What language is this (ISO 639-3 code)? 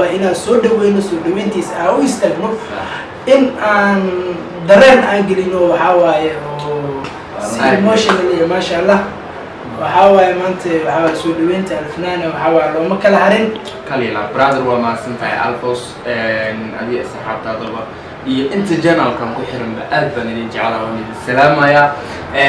som